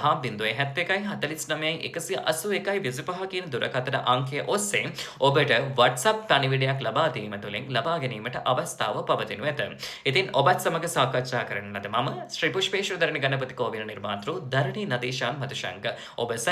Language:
Sinhala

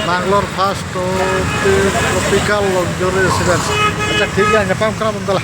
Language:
Santali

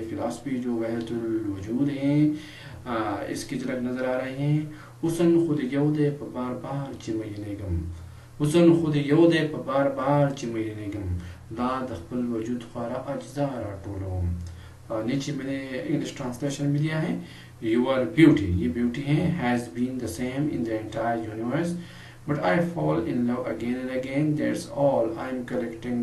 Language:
Urdu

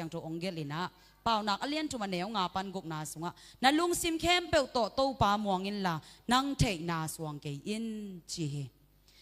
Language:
Tedim Chin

